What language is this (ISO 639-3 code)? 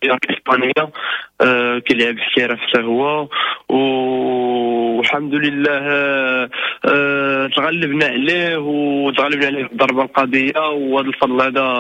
ary